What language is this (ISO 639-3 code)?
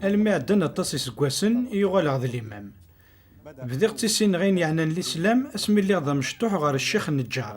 kab